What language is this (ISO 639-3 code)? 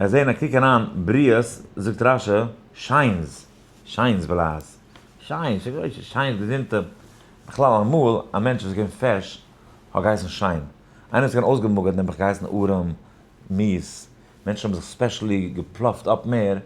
yid